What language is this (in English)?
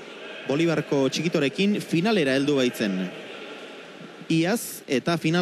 Basque